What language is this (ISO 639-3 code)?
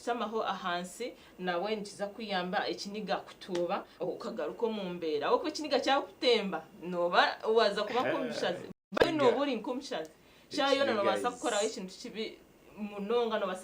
nyn